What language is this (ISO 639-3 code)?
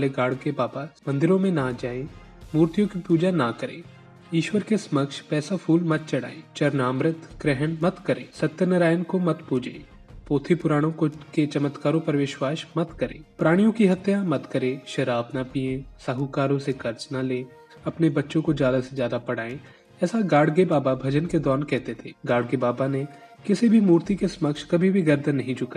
hin